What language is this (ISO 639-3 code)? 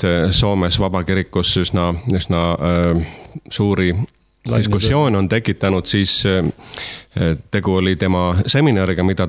est